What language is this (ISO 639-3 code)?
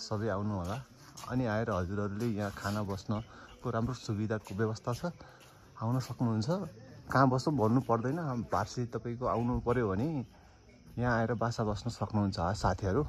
nep